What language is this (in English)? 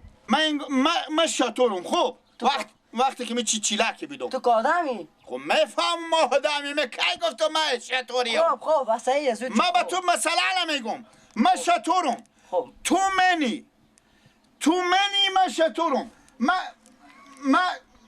Persian